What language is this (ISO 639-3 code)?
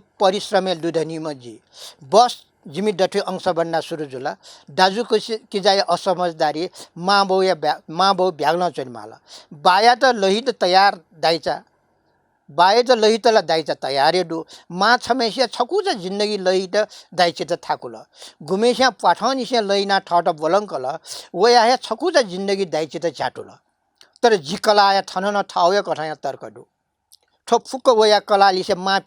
new